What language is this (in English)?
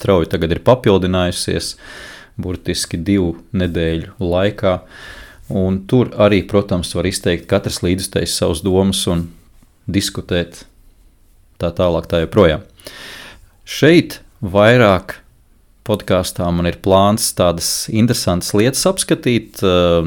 Latvian